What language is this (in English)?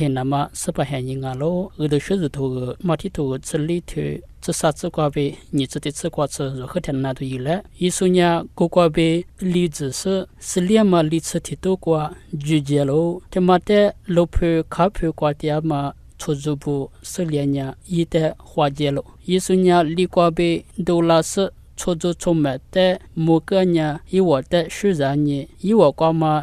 Lisu